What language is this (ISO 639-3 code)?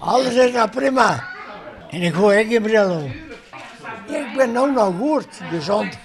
fry